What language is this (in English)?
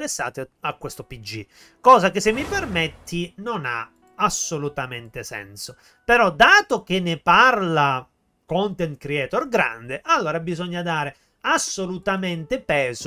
Italian